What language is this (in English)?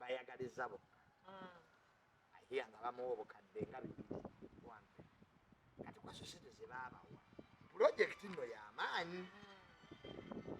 Ganda